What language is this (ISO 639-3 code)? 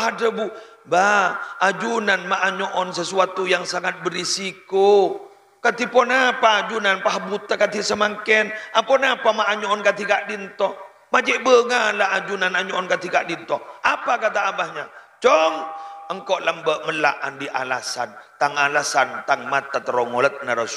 mad